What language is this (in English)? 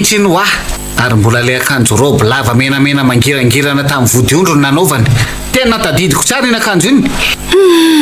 Malagasy